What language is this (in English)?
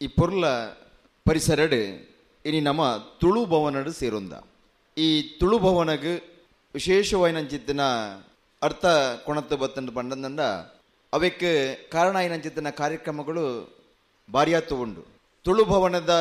Tulu